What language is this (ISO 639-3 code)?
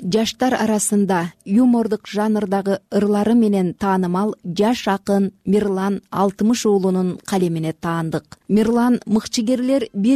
kir